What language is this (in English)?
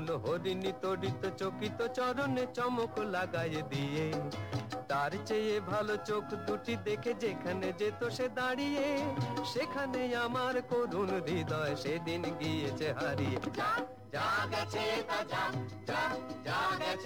Bangla